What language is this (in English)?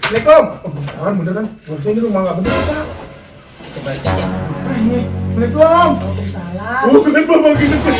Betawi